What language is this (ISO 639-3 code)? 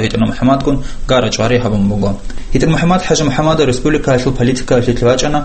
ava